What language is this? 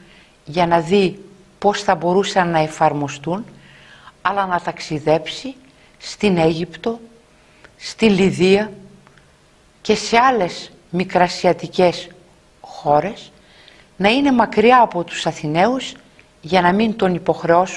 Greek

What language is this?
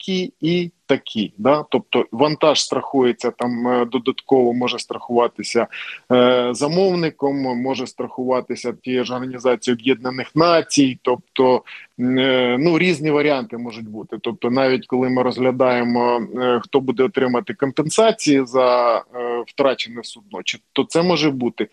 Ukrainian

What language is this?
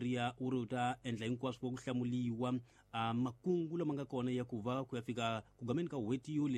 Tsonga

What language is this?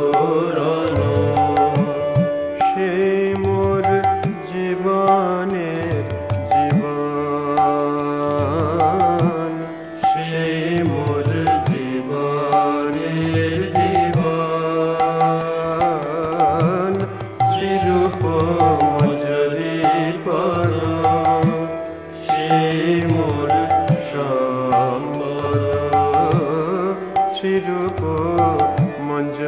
Bangla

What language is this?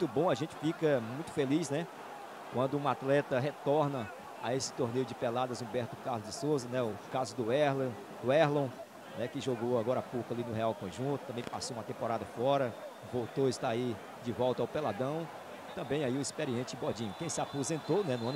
Portuguese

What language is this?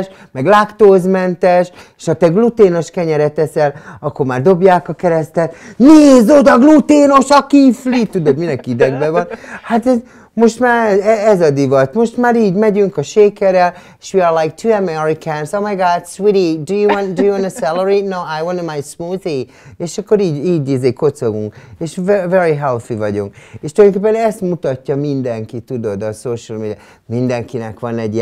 Hungarian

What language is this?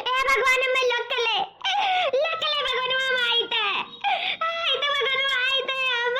Awadhi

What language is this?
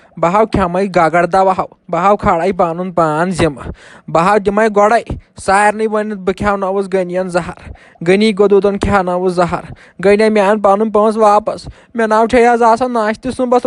Kashmiri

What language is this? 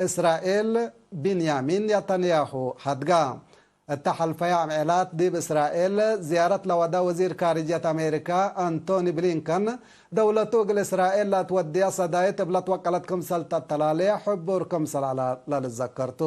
Tigre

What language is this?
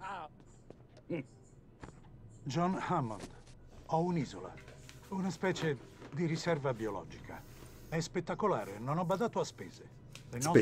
Italian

